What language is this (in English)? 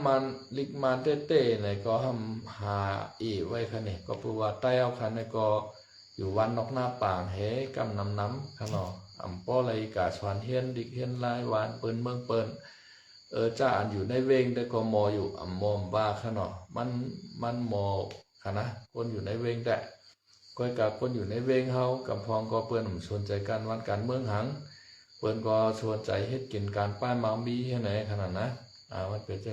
Shan